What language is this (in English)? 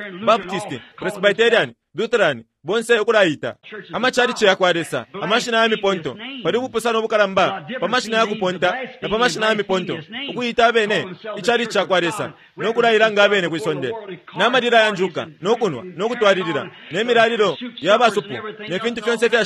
Bemba